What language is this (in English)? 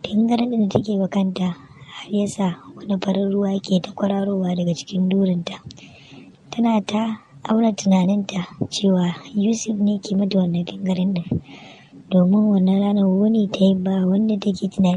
Hausa